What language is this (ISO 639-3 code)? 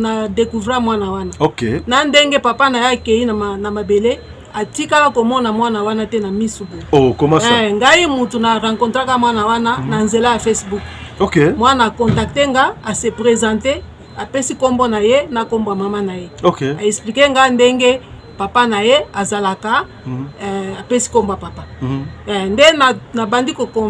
lin